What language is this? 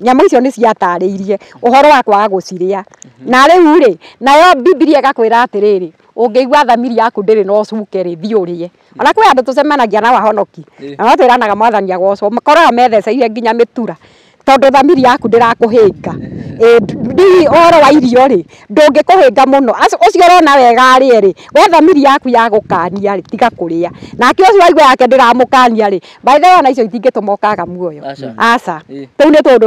Kikuyu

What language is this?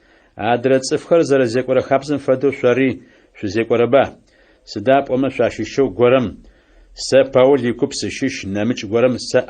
Adyghe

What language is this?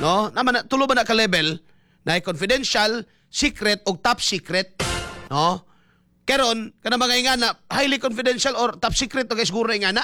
Cebuano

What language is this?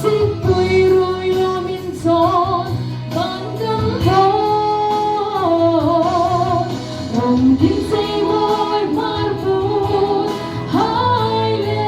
Hmar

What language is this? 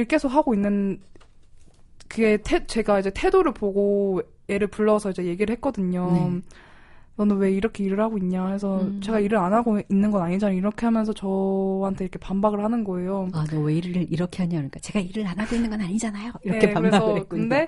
Korean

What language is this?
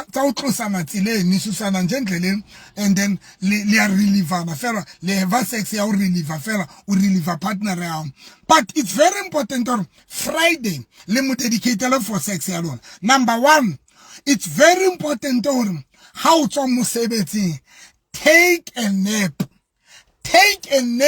Southern Sotho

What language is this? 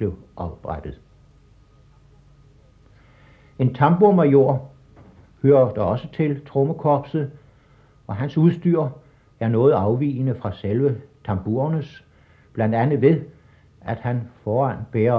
Danish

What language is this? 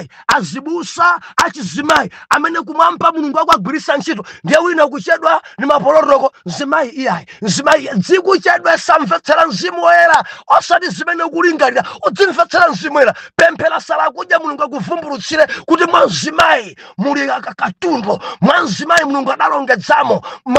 Nyanja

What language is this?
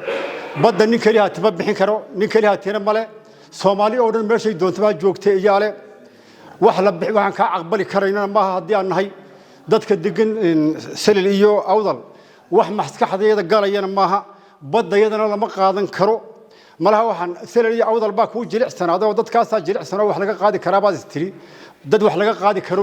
Somali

